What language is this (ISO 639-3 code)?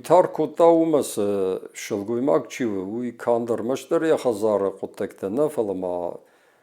oss